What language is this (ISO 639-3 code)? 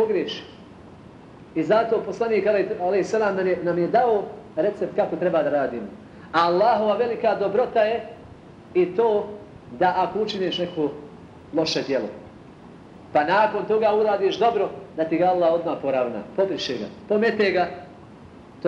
bos